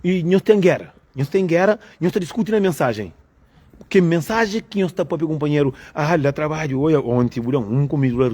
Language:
Kabuverdianu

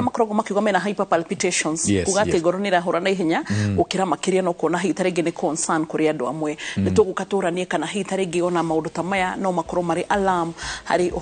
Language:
Kikuyu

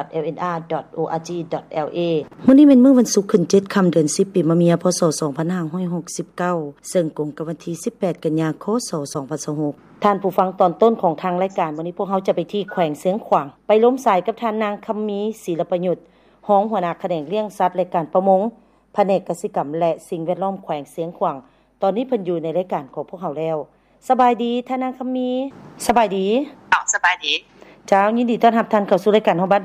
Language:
Lao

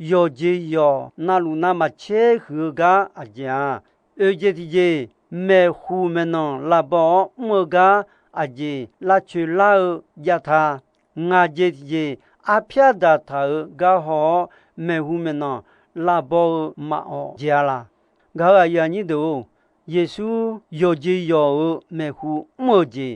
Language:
Akha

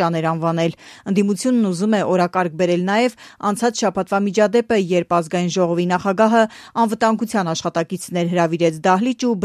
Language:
Armenian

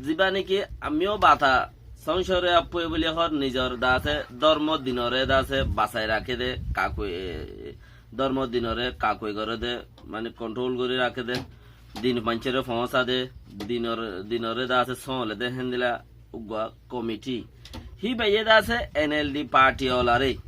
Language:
Rohingya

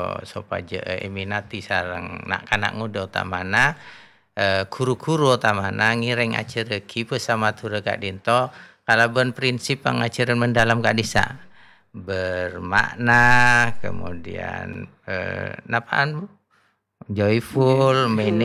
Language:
Madurese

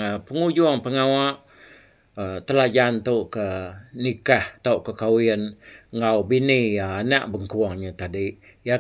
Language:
Iban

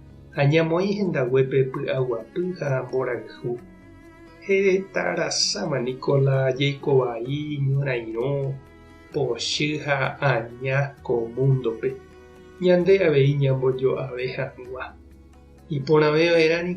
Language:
Guarani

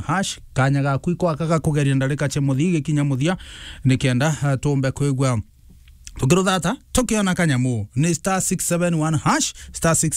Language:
Meru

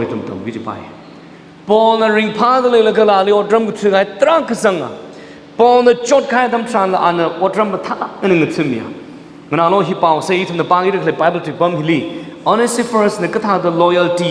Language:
Tangkhul Naga (India)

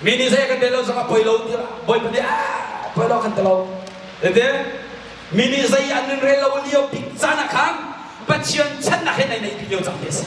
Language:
Hakha Chin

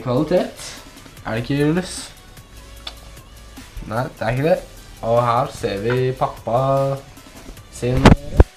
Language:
Norwegian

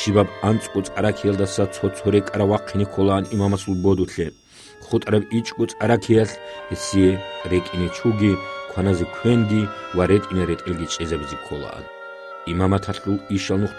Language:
Avaric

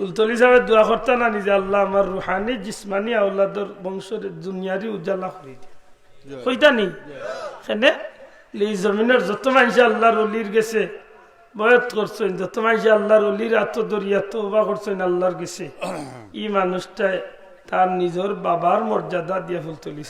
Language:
Sylheti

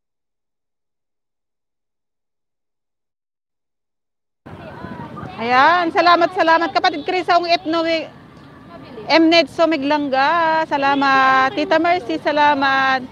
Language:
Filipino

